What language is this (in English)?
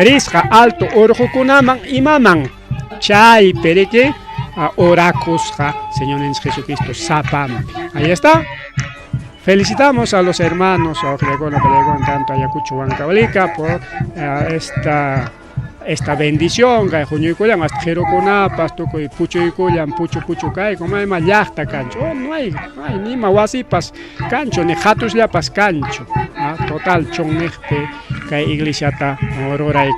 Ayacucho Quechua